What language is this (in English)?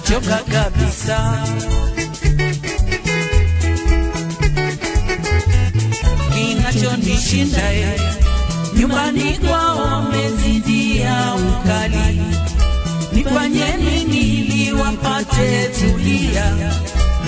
Swahili